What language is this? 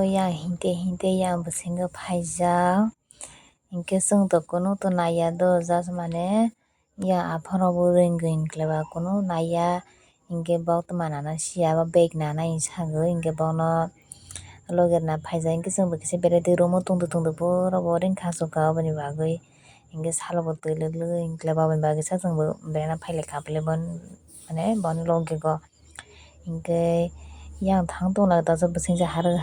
Kok Borok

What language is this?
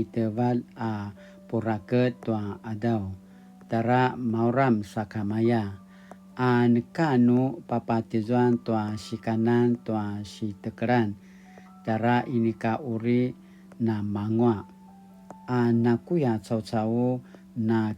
Paiwan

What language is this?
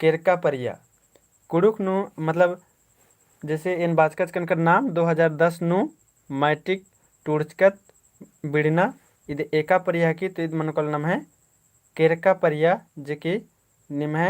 Kurukh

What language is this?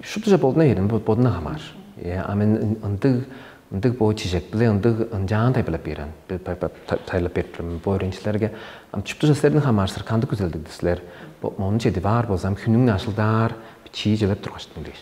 Tuvinian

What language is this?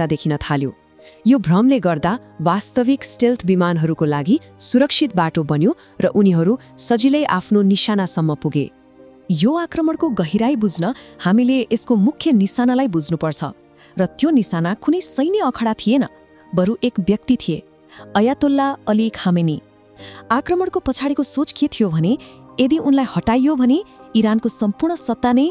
Nepali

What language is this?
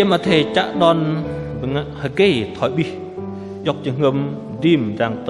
Bahnar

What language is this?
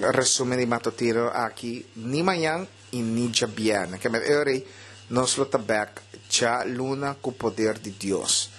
Papiamento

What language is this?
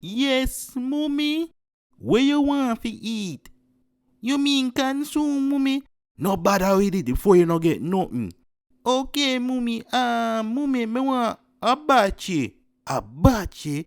Jamaican Creole English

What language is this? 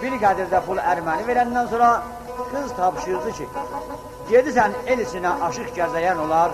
South Azerbaijani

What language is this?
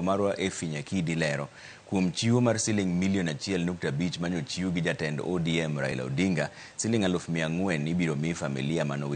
Luo (Kenya and Tanzania)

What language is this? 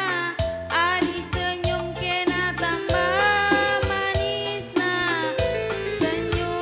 Batak Karo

